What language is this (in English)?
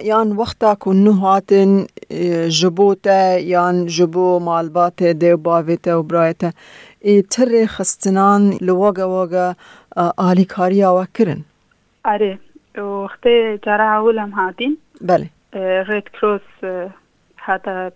Kurdish